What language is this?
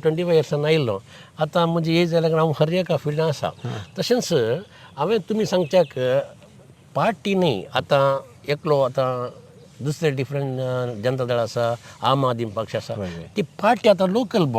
Konkani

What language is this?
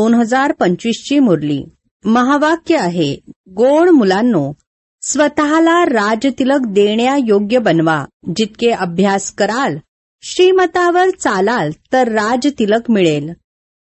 Marathi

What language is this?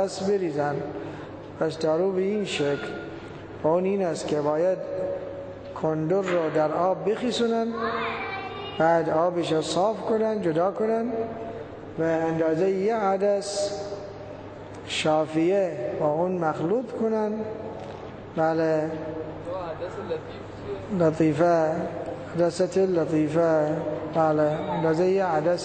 Persian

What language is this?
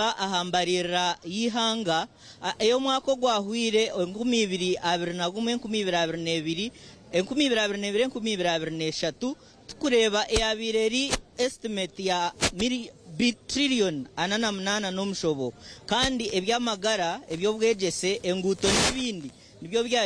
Nyankole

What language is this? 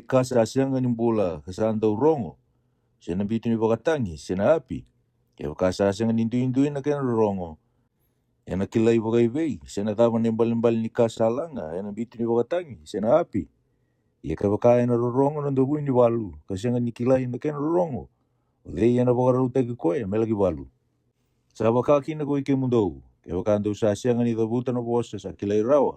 Fijian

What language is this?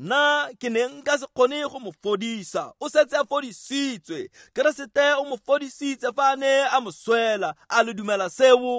Tswana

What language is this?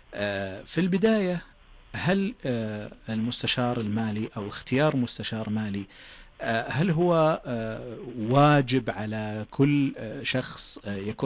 Najdi Arabic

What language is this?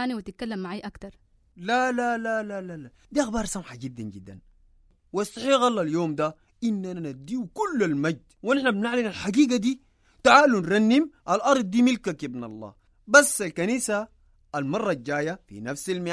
Sudanese Arabic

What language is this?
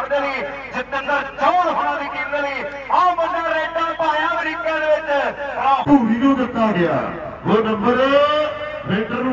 Punjabi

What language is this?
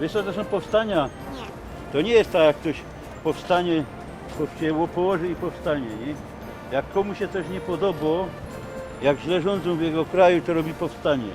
Silesian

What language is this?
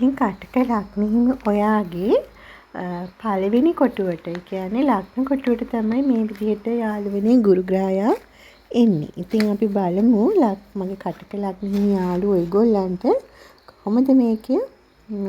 Sinhala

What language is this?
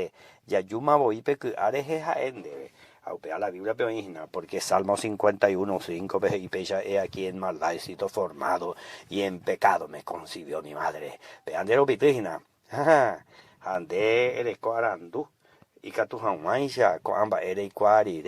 Guarani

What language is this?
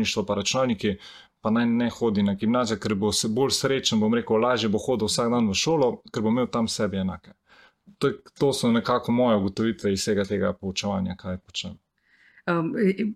Slovenian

